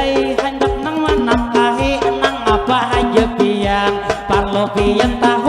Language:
Banjar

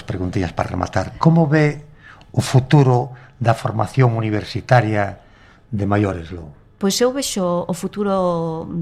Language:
Galician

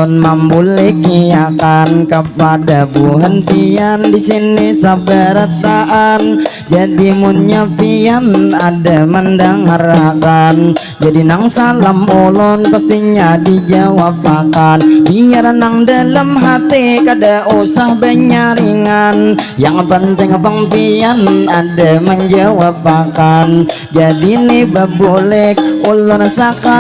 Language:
Banjar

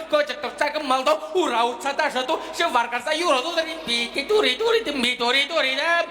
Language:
Chuvash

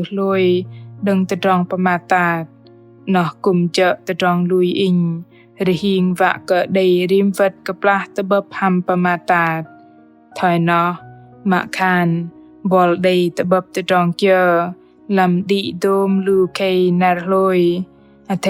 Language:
Bahnar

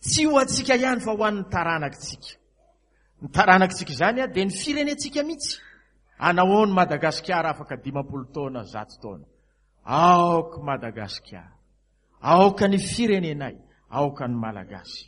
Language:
Malagasy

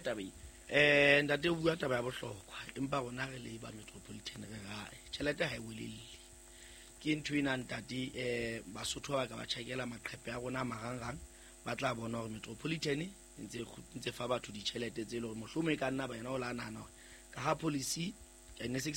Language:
Southern Sotho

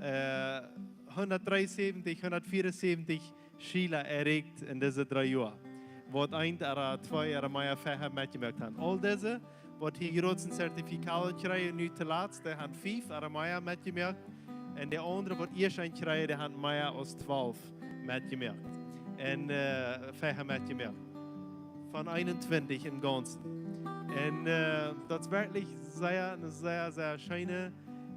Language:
Plautdietsch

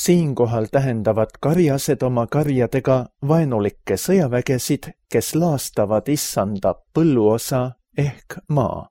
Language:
Estonian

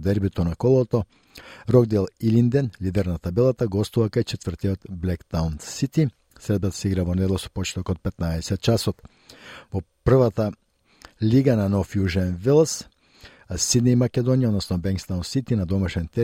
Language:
Macedonian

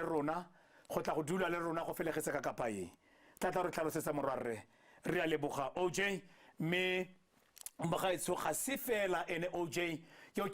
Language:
Tswana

